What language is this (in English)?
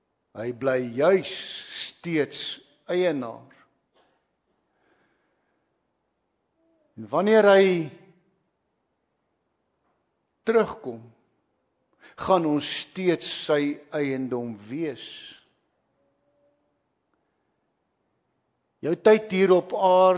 Afrikaans